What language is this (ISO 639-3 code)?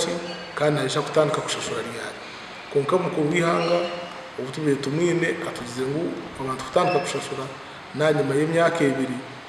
nyn